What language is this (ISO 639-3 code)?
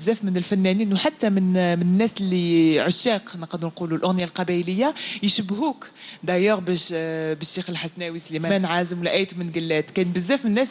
arq